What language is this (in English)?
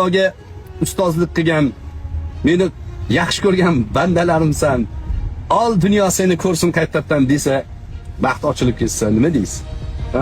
Uzbek